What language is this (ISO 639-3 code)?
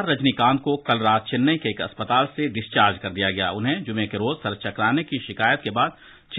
urd